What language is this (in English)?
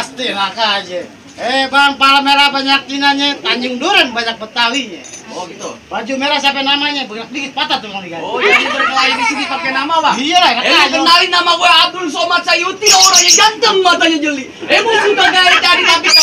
Betawi